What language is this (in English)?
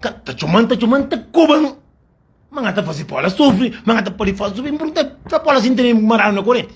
Kabuverdianu